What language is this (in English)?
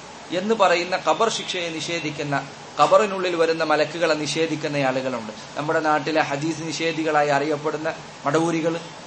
Malayalam